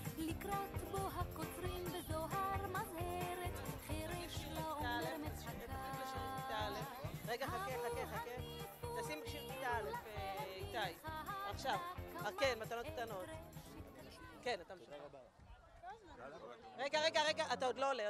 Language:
Hebrew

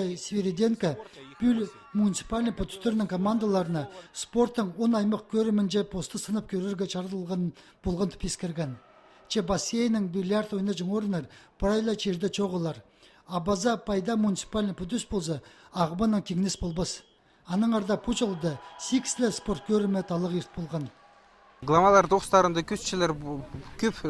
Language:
Khakas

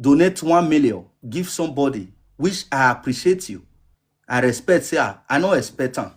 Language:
Nigerian Pidgin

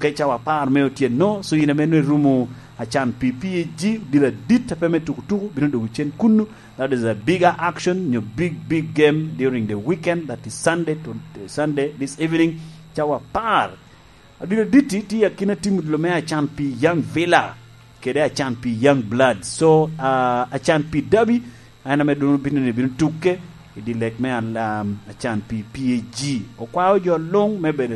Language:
Lango (Uganda)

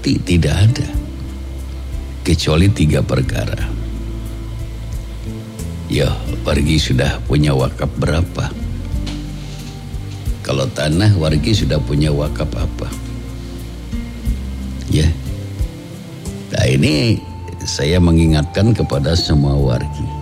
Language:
Indonesian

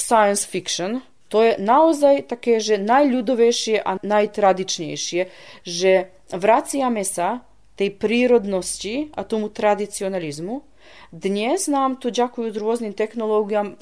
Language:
Slovak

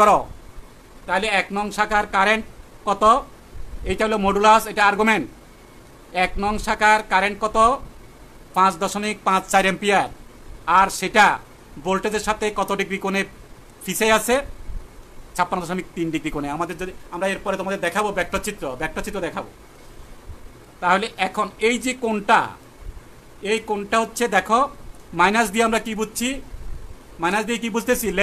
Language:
Bangla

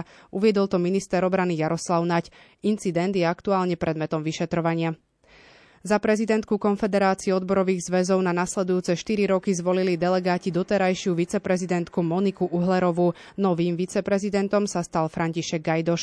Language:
Slovak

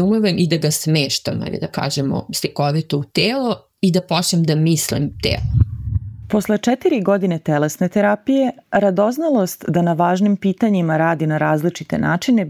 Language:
Serbian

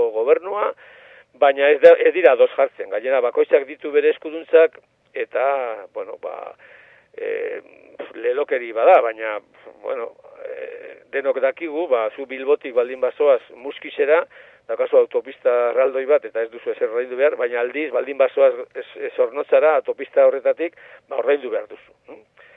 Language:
Basque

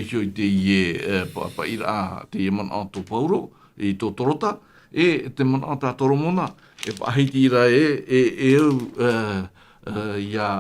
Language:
Tahitian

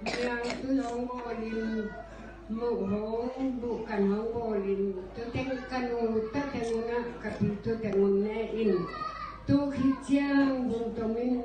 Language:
Tedim Chin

